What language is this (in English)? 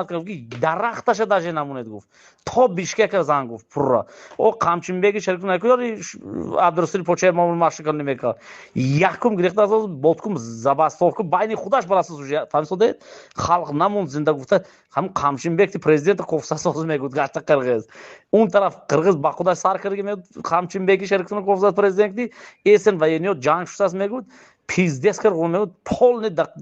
Tajik